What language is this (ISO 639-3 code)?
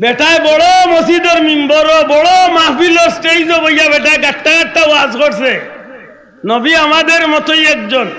syl